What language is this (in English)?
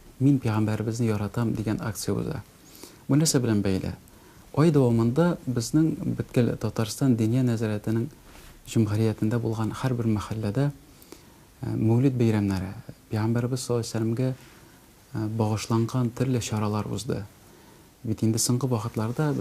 Tatar